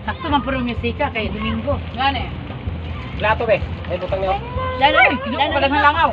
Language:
Cebuano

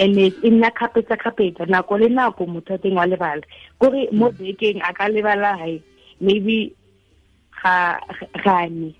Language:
Tswana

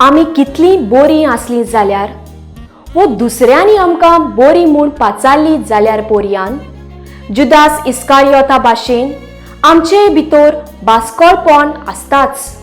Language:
Konkani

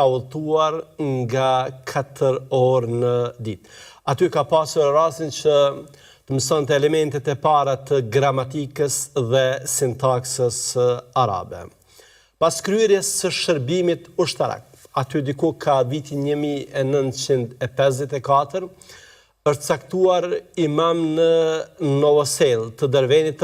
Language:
Albanian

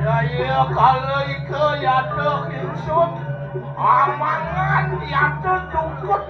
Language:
Balinese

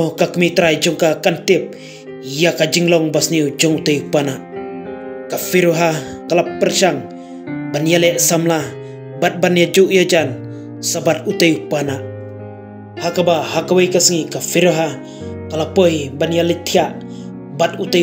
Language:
Khasi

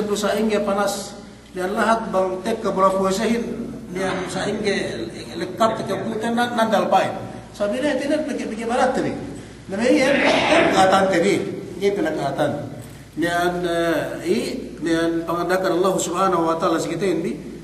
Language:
Yakan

